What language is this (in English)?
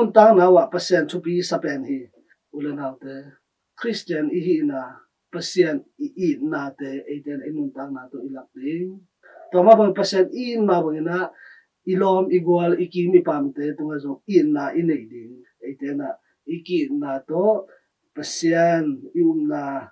Tedim Chin